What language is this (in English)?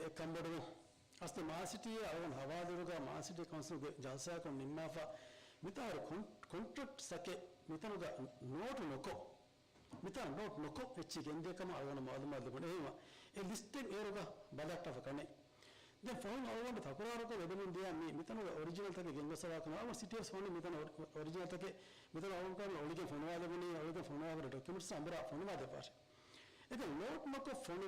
Divehi